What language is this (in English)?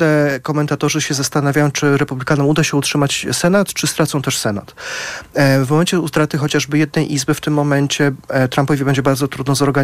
Polish